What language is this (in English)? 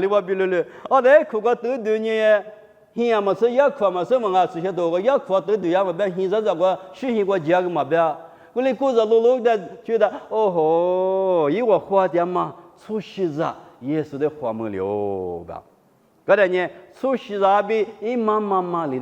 Lisu